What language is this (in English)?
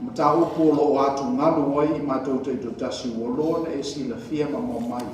Samoan